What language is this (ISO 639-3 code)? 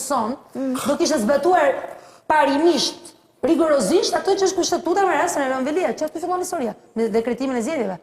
sqi